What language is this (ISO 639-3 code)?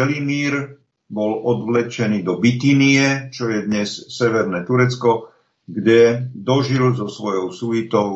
slk